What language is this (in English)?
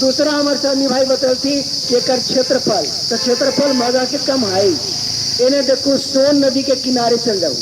Magahi